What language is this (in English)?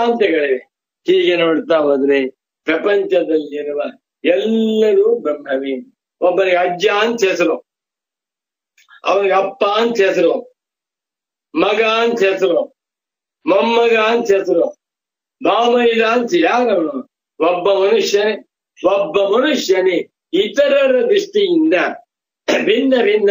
Kannada